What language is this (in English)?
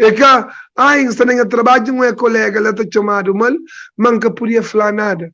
Kabuverdianu